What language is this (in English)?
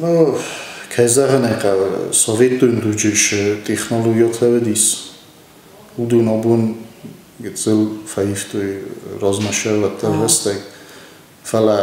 Ossetic